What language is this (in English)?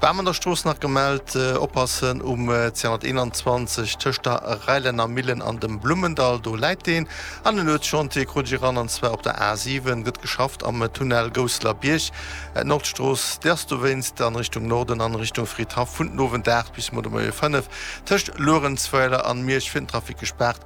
Luxembourgish